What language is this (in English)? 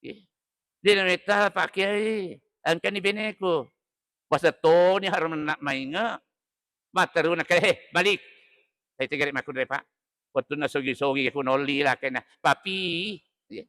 Buginese